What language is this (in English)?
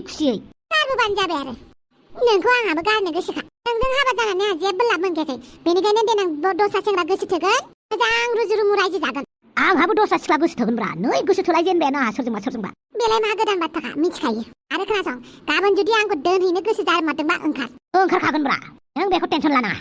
Bodo